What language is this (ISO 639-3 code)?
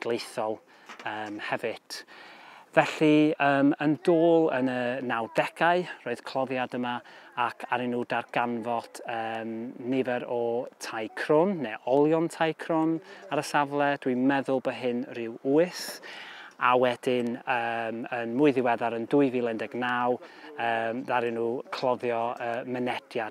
cym